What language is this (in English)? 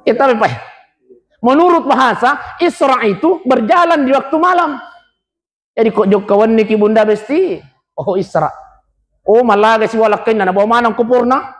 Buginese